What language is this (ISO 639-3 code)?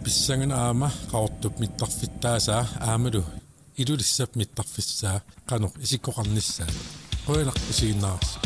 kal